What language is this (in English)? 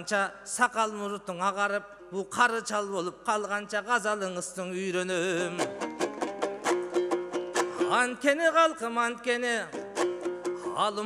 Kazakh